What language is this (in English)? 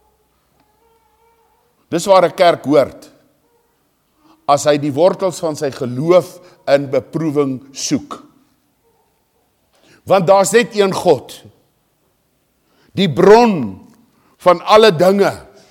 Afrikaans